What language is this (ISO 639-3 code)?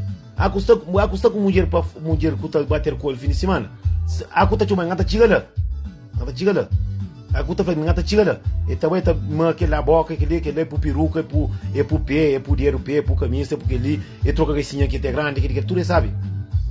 kea